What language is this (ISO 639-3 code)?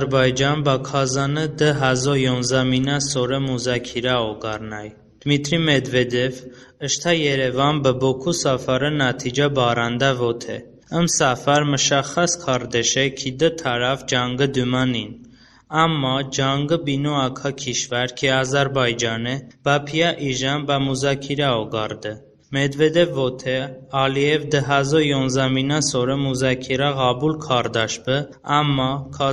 tly